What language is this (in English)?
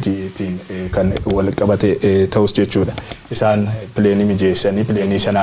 Oromo